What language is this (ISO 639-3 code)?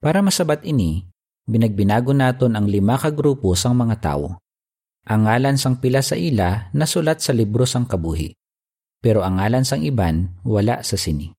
hil